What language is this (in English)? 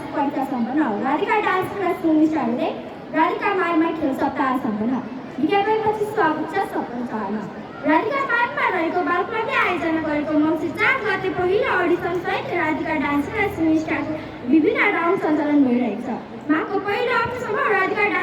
Nepali